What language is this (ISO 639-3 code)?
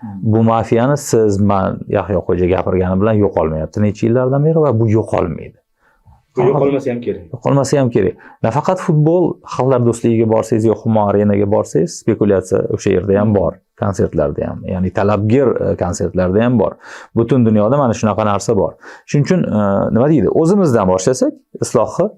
uzb